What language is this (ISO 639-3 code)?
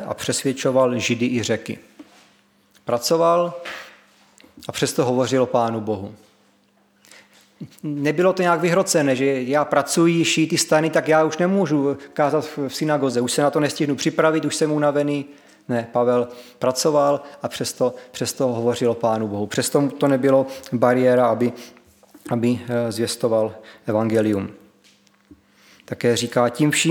ces